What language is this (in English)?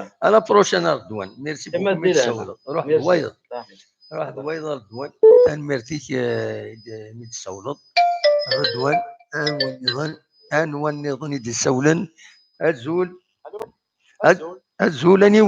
Kabyle